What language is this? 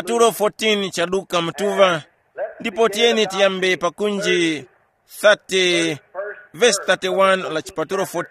Tumbuka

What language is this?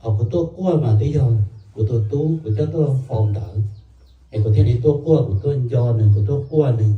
Hmong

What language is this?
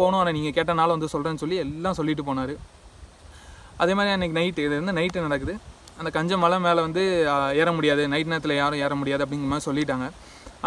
Tamil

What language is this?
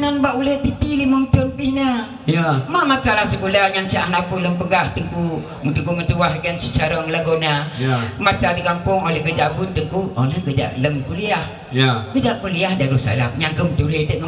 Achinese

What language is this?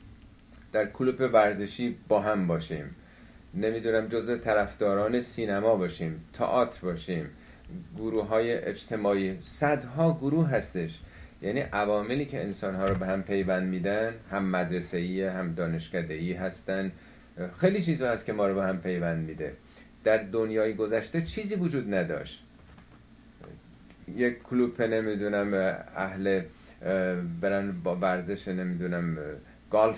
Persian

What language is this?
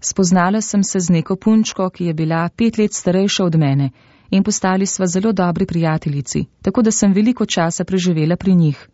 Slovenian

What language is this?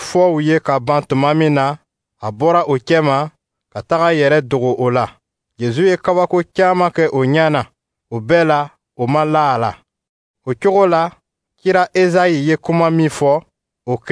Dyula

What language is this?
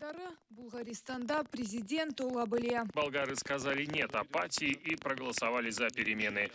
Crimean Tatar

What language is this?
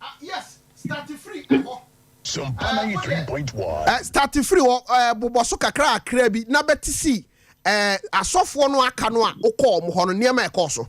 Akan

